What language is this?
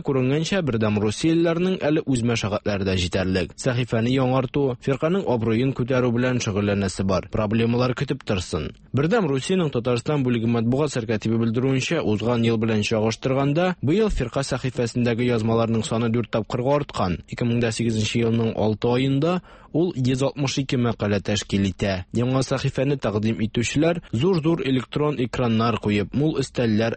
Tatar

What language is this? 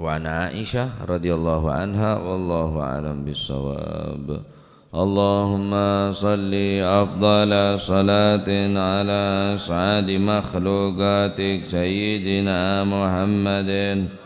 Madurese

